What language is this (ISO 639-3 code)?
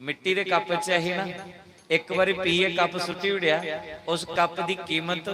doi